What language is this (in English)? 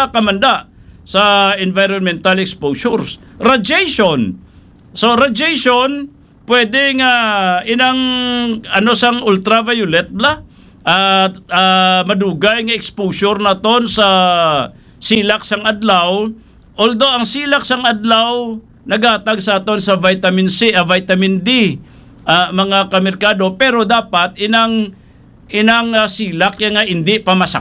Hiligaynon